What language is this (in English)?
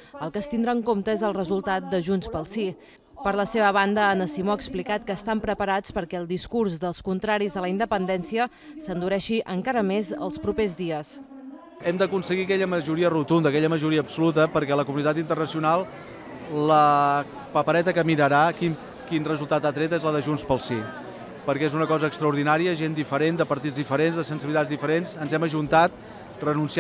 Catalan